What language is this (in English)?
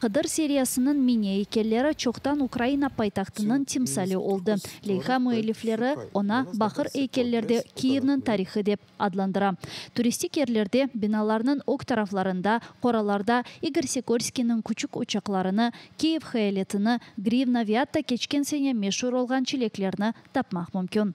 Crimean Tatar